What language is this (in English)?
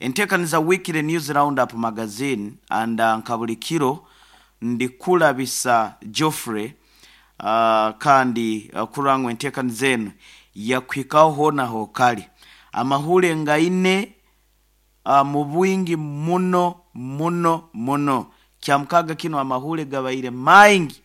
Nyoro